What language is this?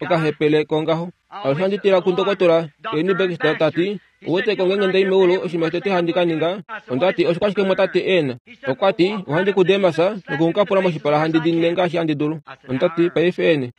Kuanyama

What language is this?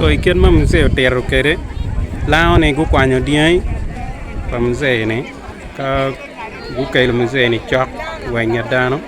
Acoli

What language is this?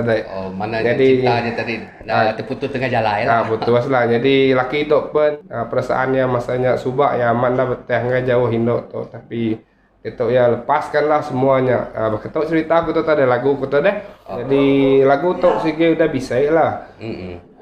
Iban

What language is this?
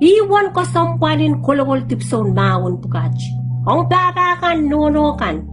Pohnpeian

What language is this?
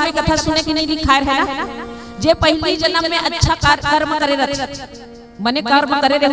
Chhattisgarhi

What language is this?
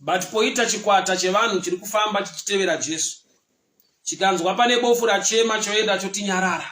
Shona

